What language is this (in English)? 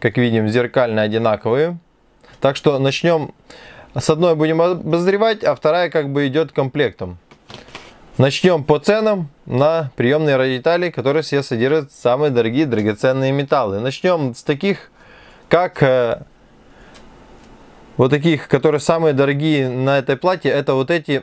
Russian